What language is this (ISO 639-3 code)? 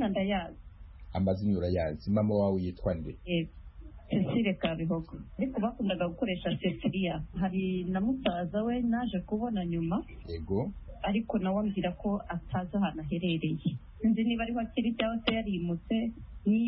kin